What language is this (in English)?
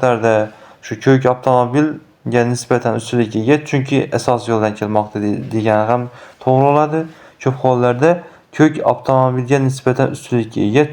Uzbek